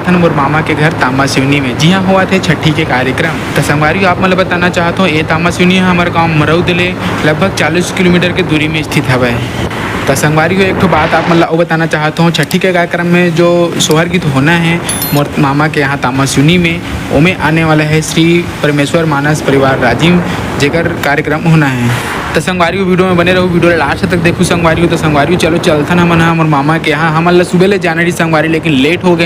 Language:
Chhattisgarhi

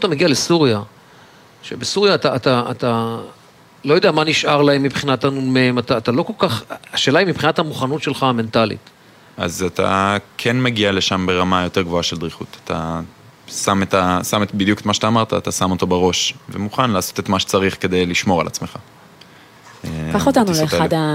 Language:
Hebrew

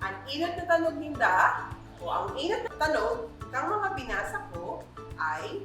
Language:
Bikol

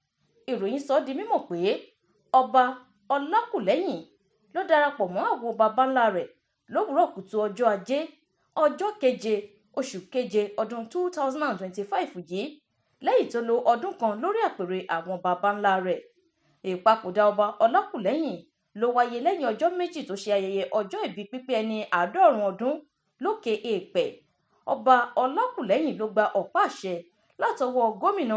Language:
Yoruba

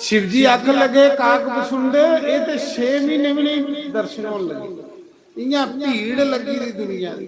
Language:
Dogri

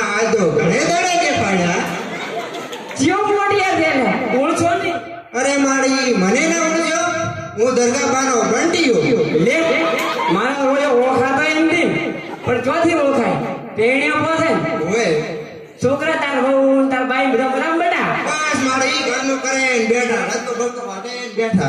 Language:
Gujarati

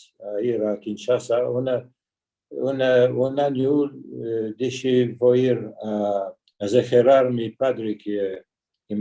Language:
Ladino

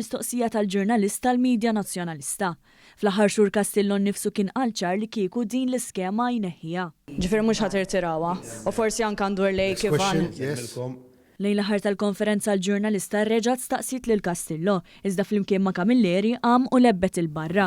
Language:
Maltese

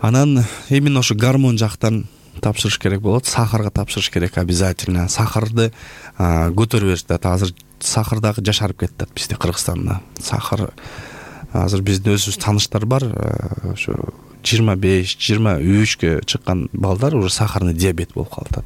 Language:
Kyrgyz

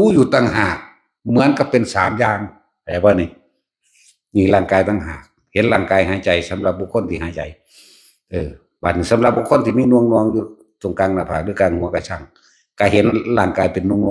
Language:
Northeastern Thai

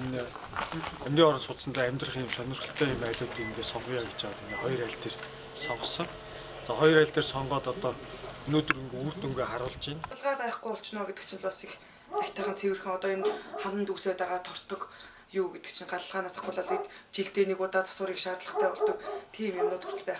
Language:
Mongolian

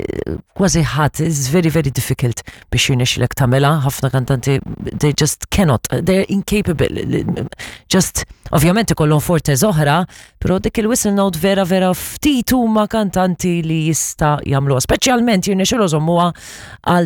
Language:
Maltese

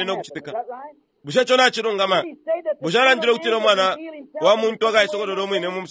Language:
Bemba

